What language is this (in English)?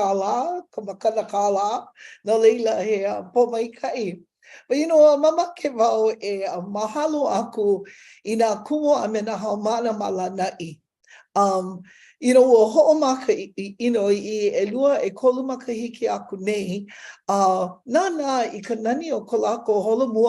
Hawaiian